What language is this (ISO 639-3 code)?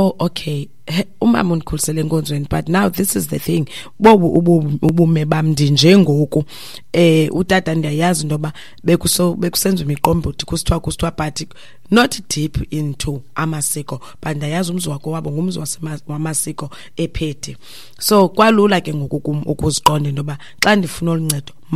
xho